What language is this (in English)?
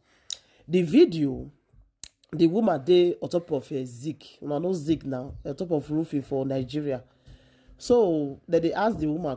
Nigerian Pidgin